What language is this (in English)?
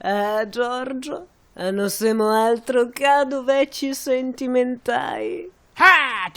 Venetian